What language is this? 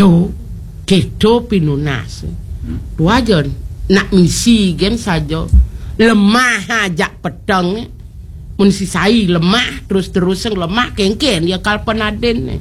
Balinese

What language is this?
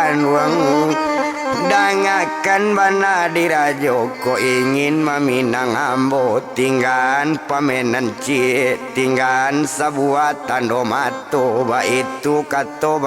Minangkabau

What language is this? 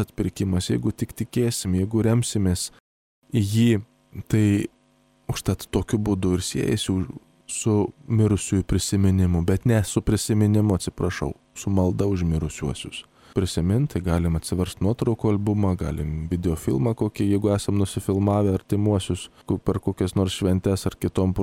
Lithuanian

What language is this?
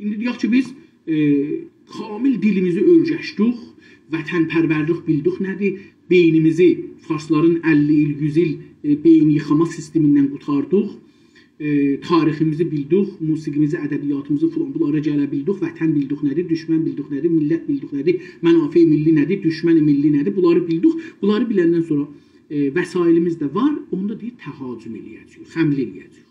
South Azerbaijani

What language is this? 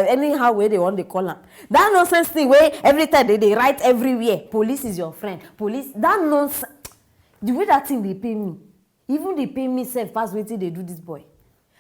Nigerian Pidgin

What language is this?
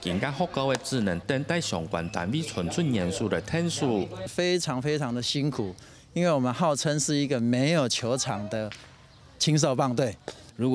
Hakka Chinese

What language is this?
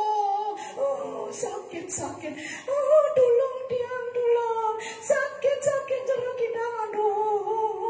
Balinese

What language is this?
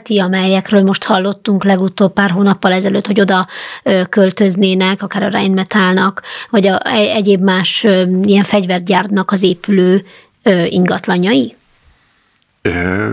Hungarian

